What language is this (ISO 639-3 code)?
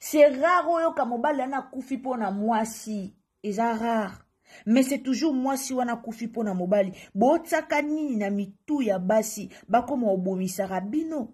lin